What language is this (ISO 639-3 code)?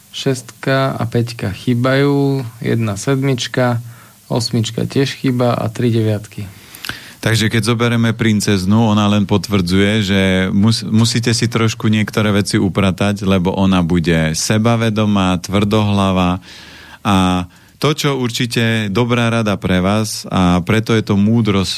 slk